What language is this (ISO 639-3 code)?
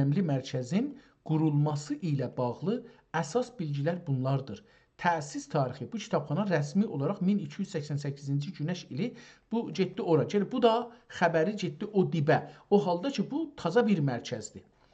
azb